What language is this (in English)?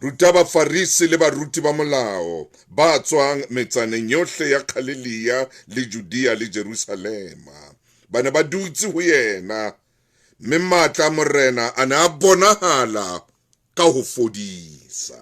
Southern Sotho